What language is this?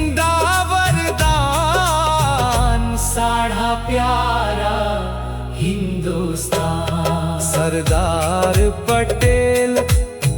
Dogri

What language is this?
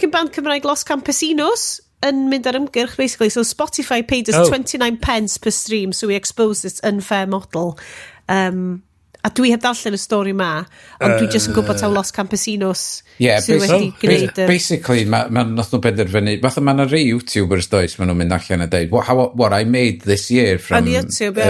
Welsh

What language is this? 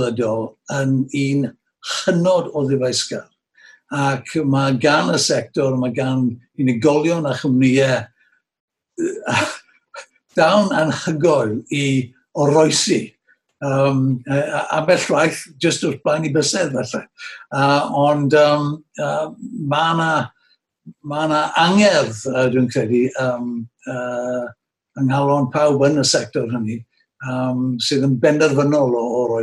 Welsh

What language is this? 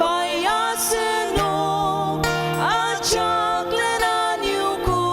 Ao Naga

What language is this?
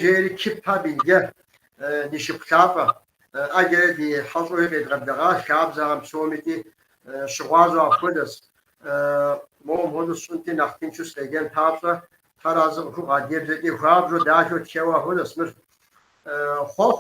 Kabardian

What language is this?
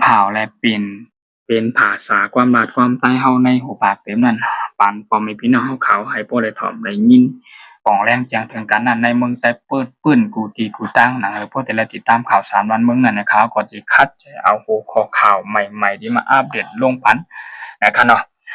Shan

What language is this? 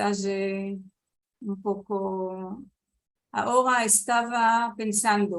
Ladino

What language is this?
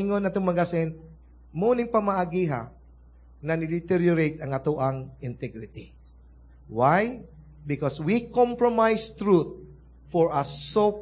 Cebuano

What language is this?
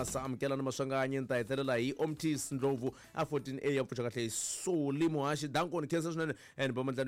Tsonga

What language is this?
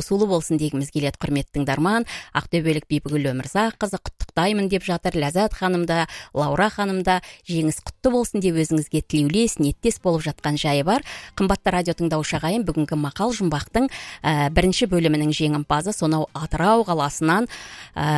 Kazakh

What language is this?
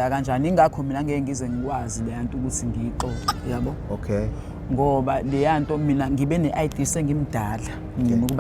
Zulu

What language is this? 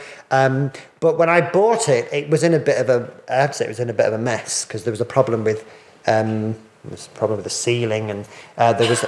English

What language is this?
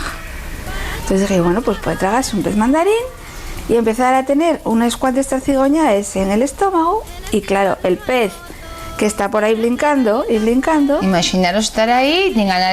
Asturian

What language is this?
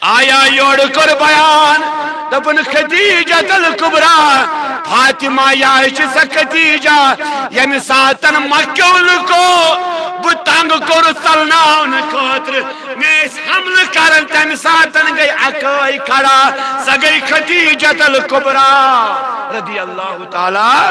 Kashmiri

